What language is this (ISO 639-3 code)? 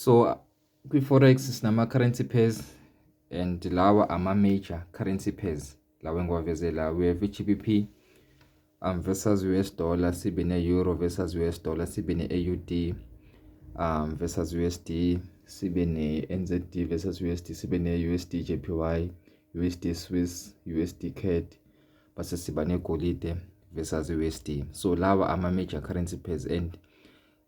zul